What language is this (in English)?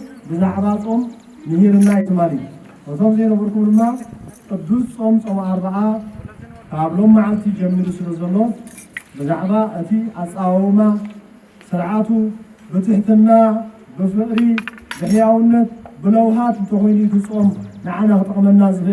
Tigrinya